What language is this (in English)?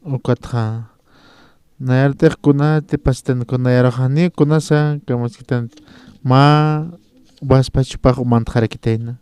Aymara